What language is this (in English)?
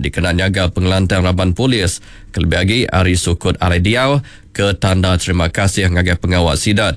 Iban